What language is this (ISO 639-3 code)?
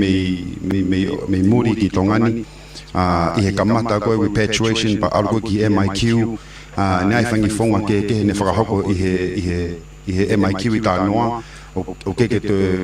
ton